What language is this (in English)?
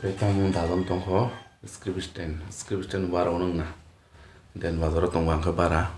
Kok Borok